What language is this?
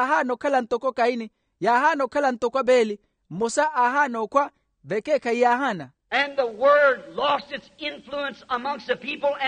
Makhuwa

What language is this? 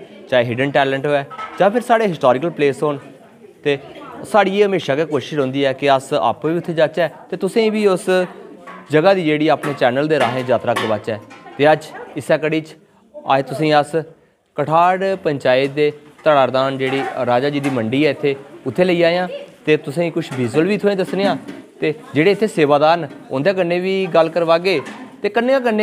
Dogri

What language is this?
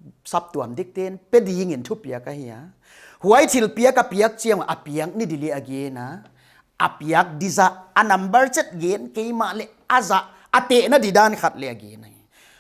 Paite Chin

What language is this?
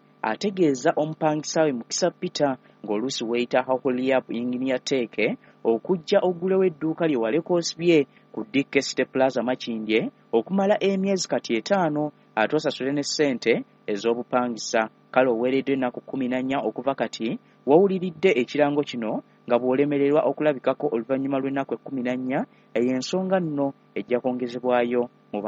Ganda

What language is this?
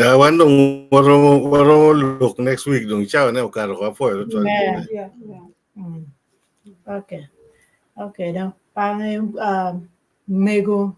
Acoli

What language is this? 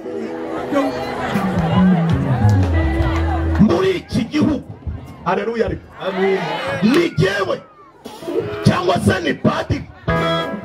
Kinyarwanda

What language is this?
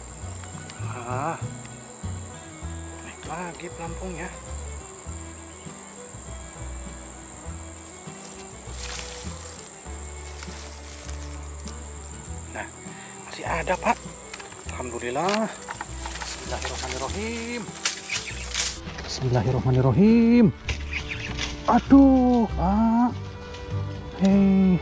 Indonesian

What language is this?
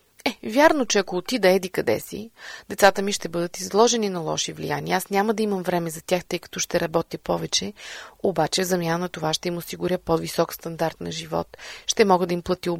Bulgarian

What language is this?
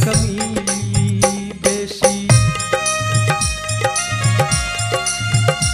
Bhojpuri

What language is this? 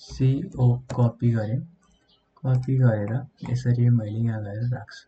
Nepali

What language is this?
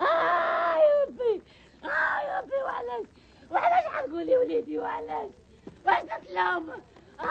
Algerian Arabic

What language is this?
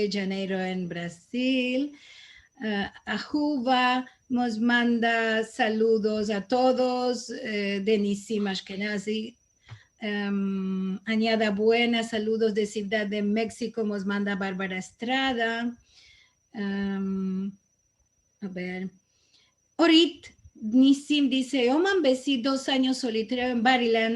Ladino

